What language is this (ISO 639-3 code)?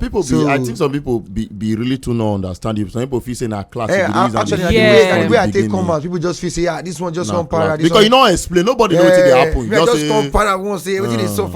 pcm